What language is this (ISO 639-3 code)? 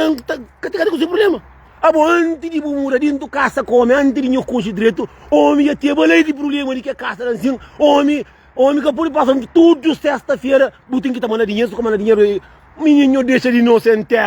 kea